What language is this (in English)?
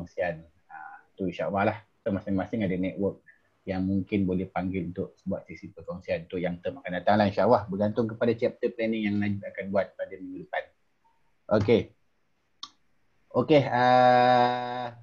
Malay